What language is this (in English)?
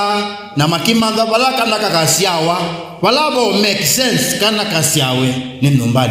Kamba